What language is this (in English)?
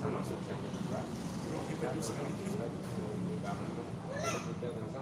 Banjar